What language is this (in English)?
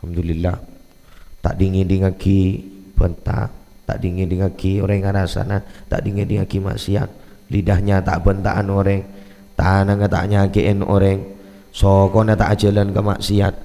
Madurese